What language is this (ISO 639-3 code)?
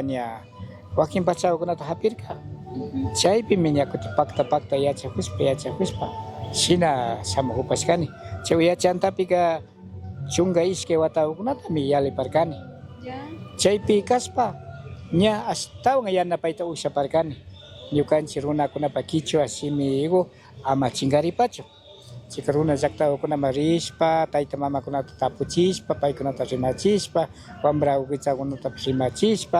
qug